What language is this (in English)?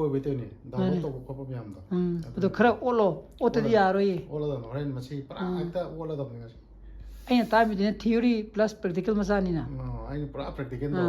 Manipuri